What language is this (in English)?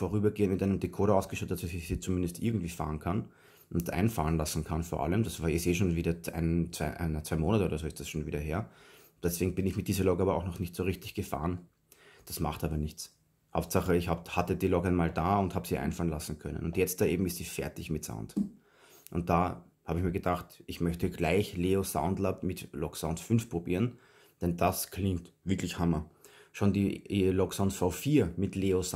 German